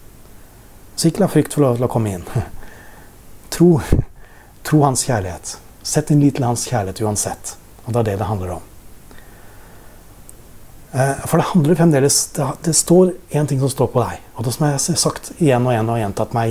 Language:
Norwegian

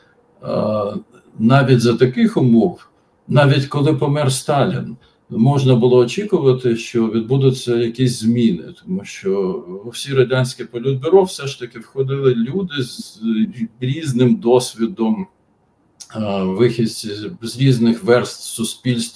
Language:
Ukrainian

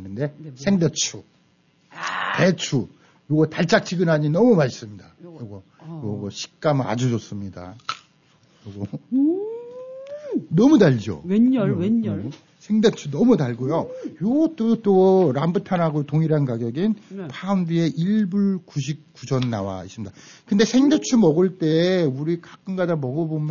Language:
Korean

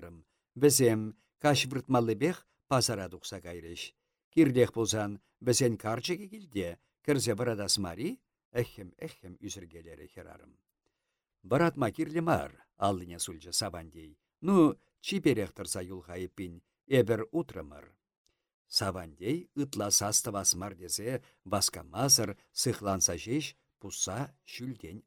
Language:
Chuvash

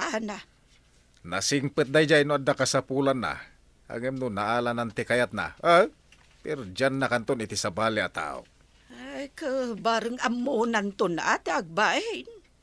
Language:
Iloko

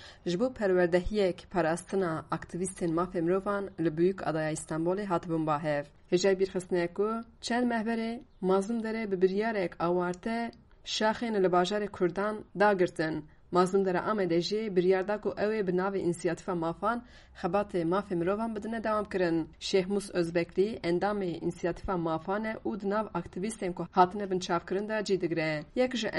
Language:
Kurdish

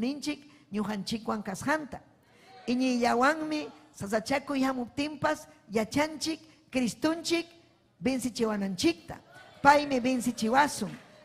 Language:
Ayacucho Quechua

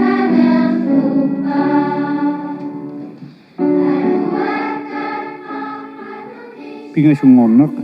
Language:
Kalaallisut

